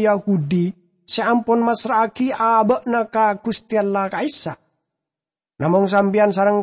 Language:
Madurese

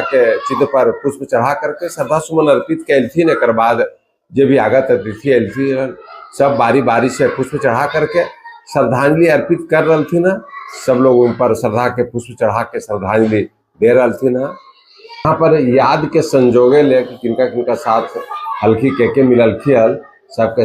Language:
Magahi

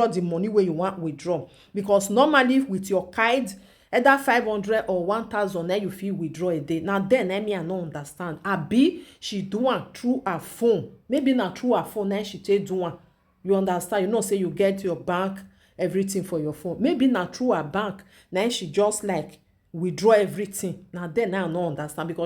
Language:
Nigerian Pidgin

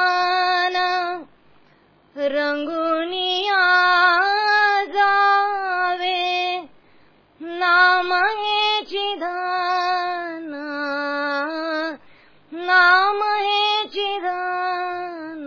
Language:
Marathi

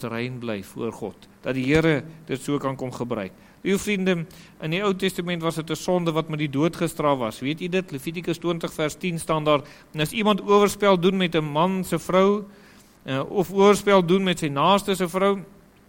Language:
Afrikaans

